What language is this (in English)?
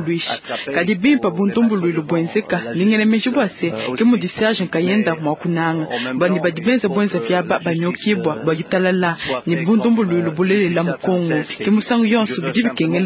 Luba-Lulua